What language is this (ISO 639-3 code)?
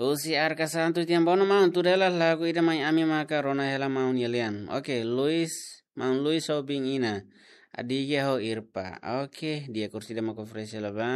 tet